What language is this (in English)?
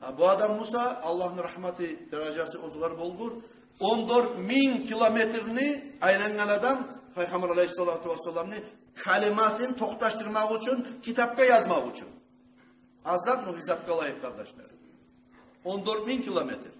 Kumyk